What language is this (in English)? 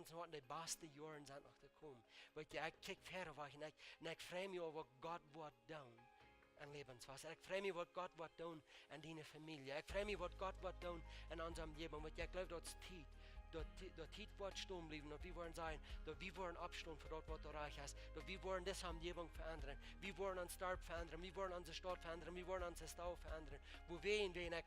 Plautdietsch